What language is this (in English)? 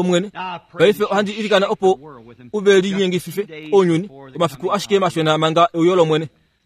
Kuanyama